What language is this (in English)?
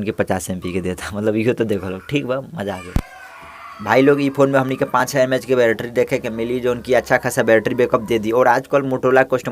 Bhojpuri